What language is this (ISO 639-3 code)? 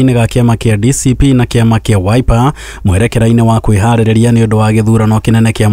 kik